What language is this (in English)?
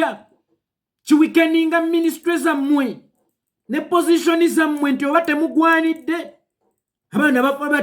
Ganda